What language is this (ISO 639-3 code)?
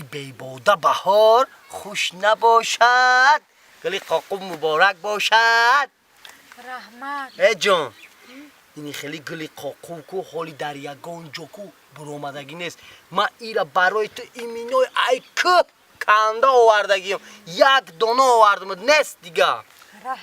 tgk